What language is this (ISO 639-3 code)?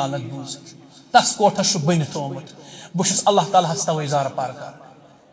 kas